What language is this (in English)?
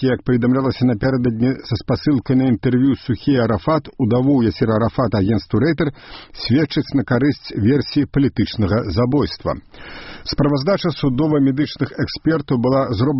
Belarusian